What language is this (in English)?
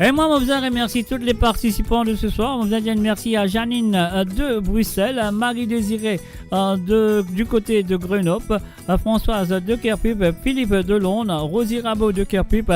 Morisyen